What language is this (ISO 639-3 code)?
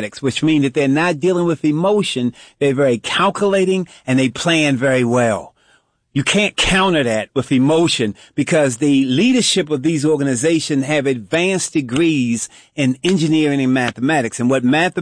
eng